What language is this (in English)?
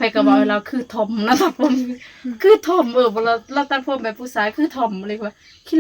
Northeastern Thai